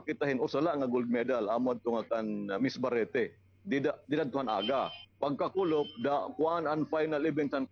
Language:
Waray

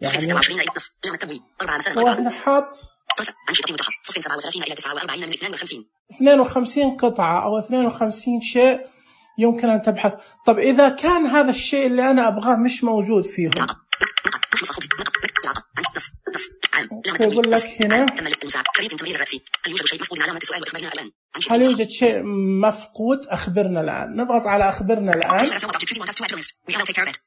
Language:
Najdi Arabic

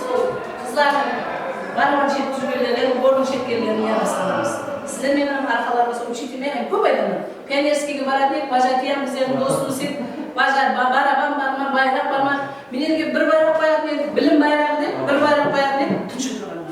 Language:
Kara-Kalpak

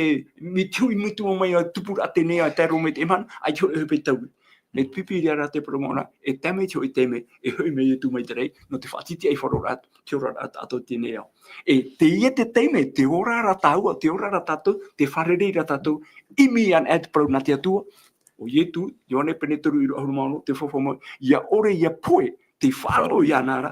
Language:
Tahitian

